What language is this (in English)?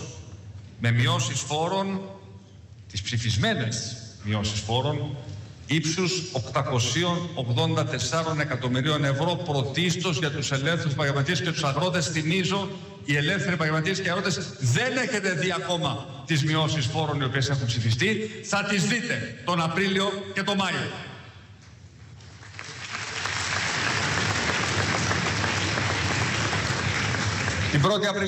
Greek